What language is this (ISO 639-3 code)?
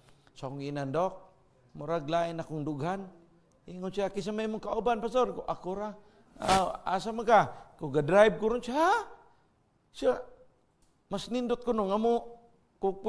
ceb